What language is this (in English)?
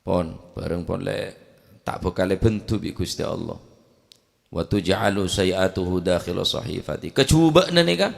Madurese